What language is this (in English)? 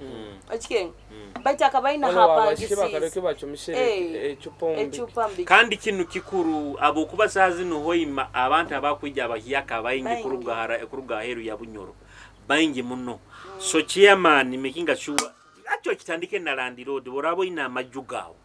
Nyoro